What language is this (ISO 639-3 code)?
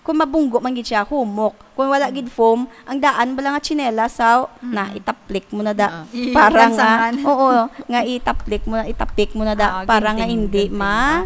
hil